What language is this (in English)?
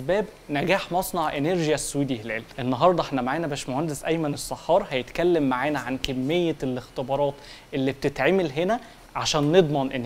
Egyptian Arabic